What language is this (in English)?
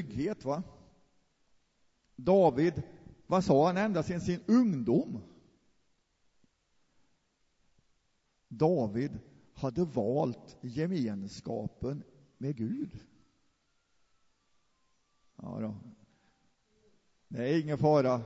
Swedish